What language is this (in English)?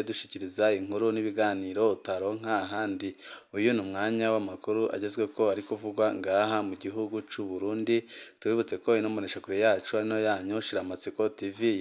Rundi